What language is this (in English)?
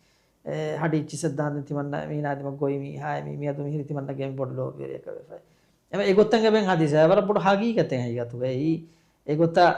Divehi